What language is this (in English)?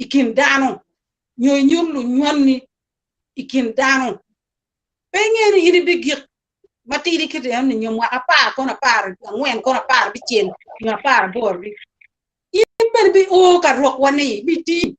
Acoli